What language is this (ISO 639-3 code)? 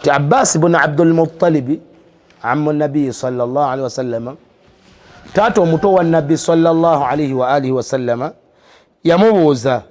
lug